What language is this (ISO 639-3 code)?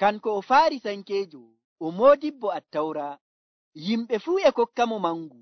fuv